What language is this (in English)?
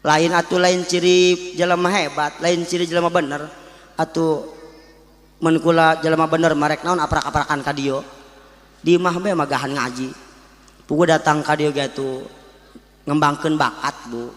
Sundanese